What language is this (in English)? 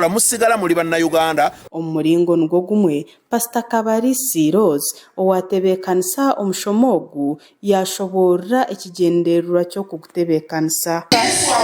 Nyankole